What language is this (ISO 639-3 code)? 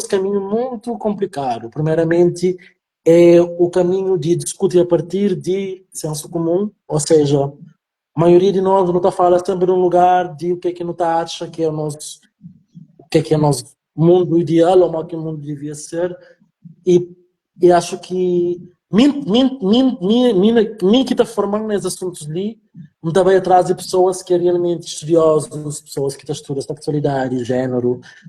kea